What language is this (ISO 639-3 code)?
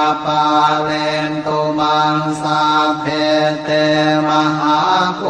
pli